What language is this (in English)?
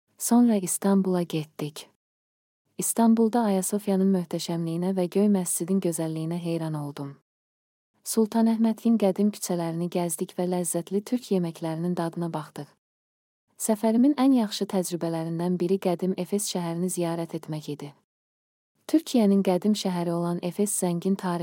Azerbaijani